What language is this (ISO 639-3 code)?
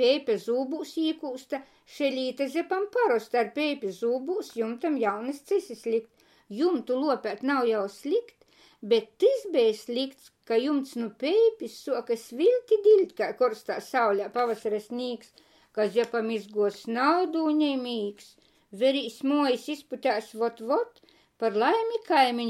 ltg